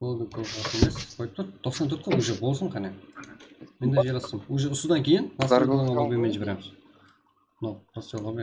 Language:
Kara-Kalpak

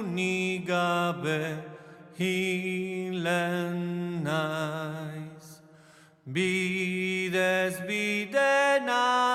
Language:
Basque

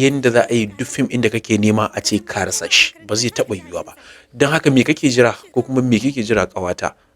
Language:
Hausa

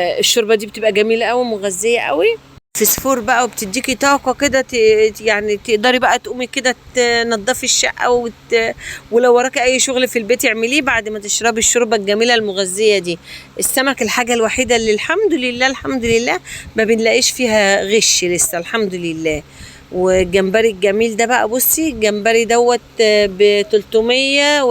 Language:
Egyptian Arabic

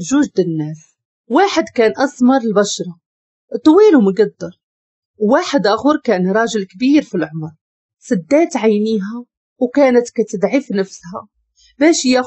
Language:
Moroccan Arabic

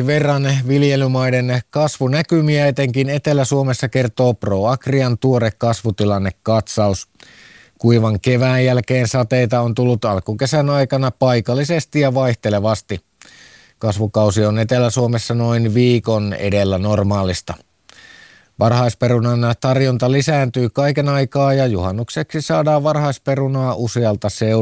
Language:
Finnish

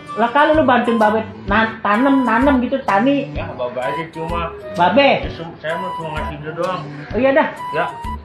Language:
Betawi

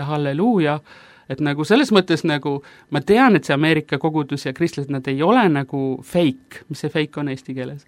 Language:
Estonian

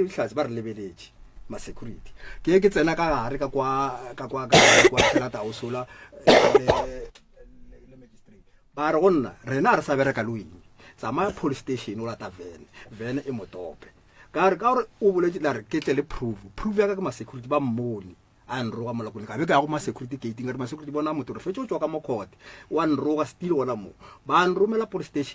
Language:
Northern Sotho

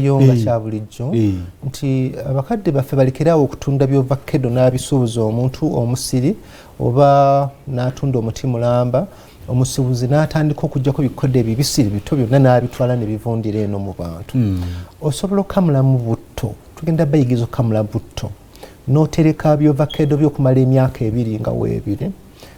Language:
Ganda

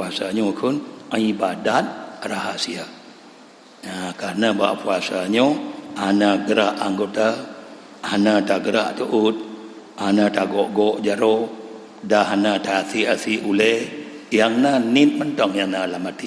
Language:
Achinese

